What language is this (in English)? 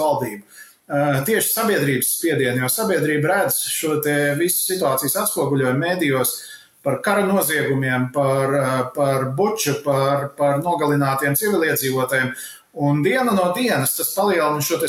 Latvian